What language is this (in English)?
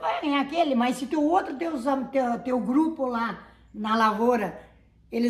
Portuguese